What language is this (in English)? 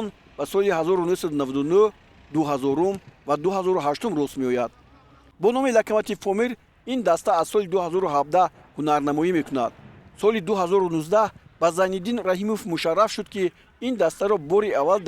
Tajik